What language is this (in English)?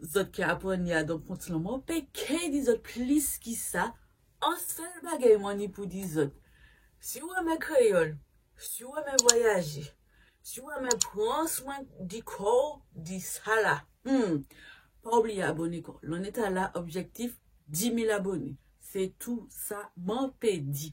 Guadeloupean Creole French